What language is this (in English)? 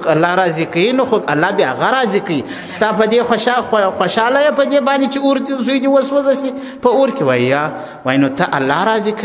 Pashto